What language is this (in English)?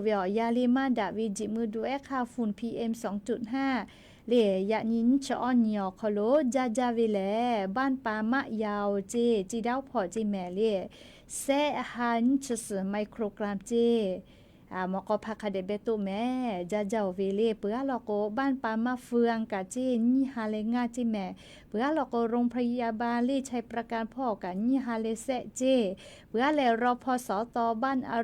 Lahu